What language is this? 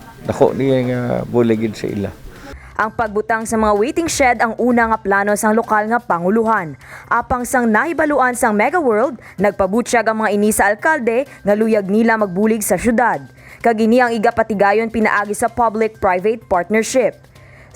Hiligaynon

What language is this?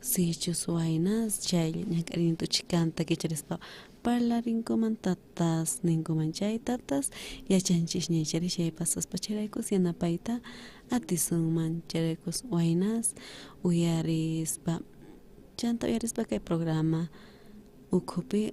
South Bolivian Quechua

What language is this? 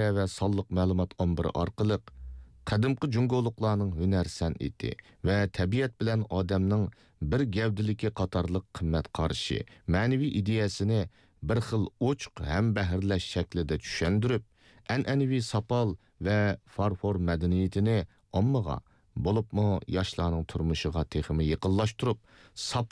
Uyghur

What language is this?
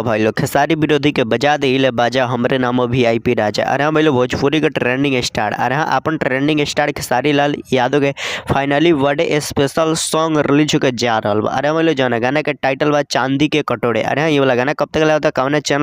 Bhojpuri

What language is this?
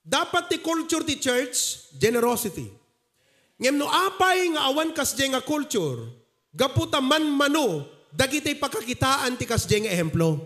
Iloko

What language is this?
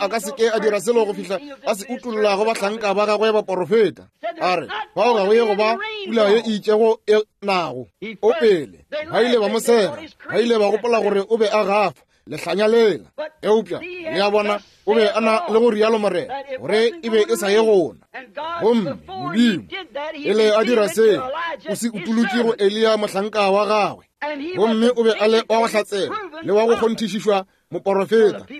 Northern Sotho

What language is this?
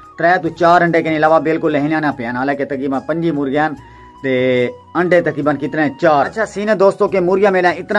Saraiki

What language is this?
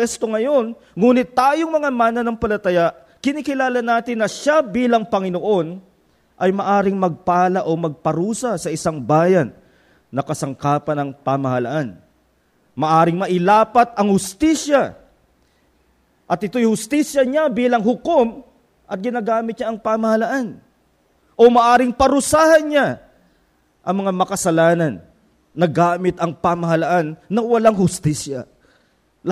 Filipino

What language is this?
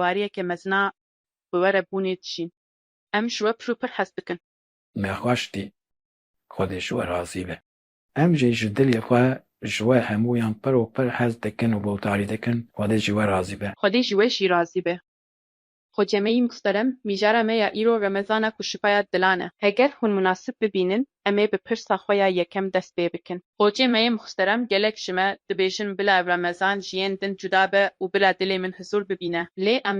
Kurdish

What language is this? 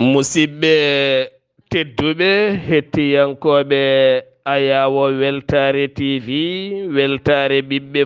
Fula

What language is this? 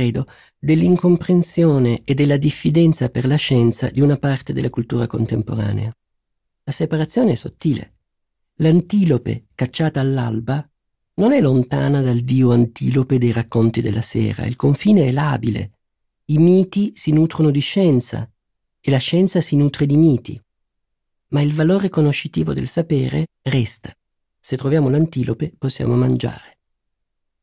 Italian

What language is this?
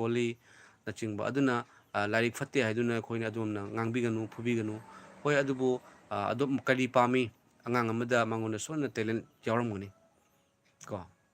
Manipuri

